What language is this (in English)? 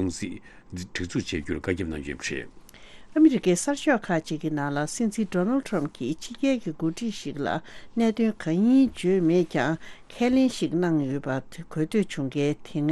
Tibetan